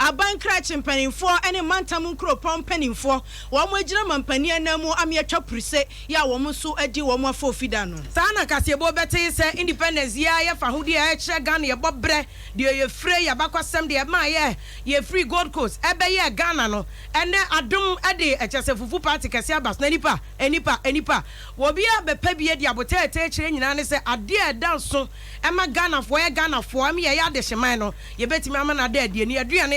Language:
Akan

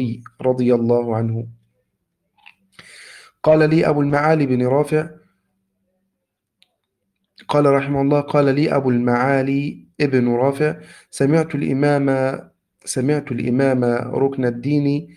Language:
Arabic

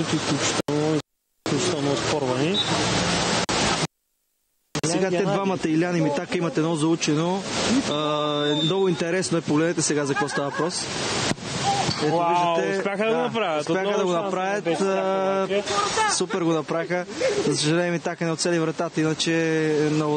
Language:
Bulgarian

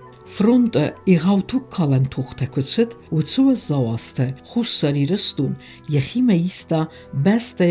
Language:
Ossetic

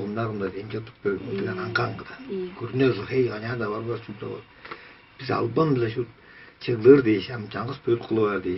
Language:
Tuvinian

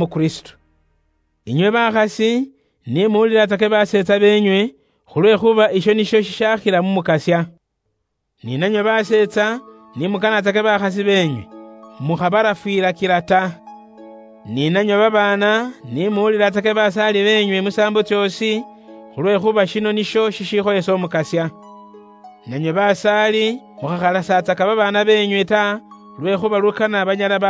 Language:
Luyia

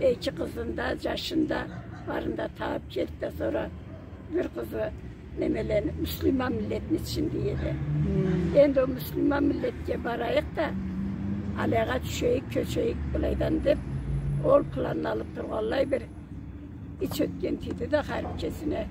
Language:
Karachay-Balkar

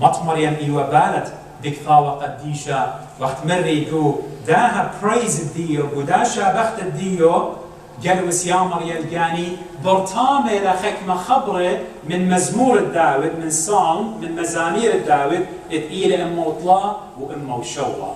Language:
Assyrian Neo-Aramaic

